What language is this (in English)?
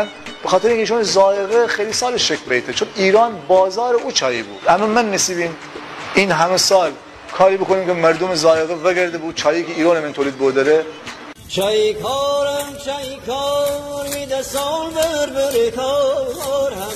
Gilaki